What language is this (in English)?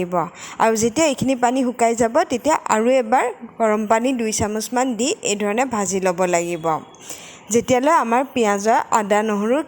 Assamese